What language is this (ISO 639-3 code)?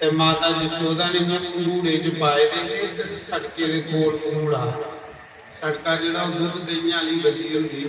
doi